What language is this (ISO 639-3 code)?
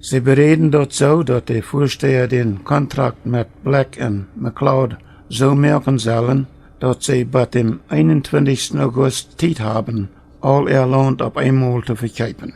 pdt